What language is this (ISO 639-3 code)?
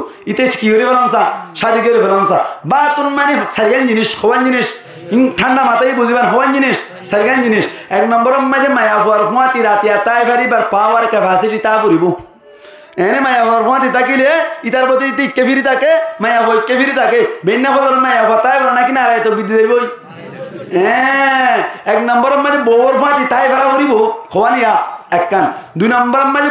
rhg